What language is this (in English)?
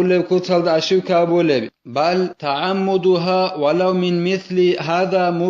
Avaric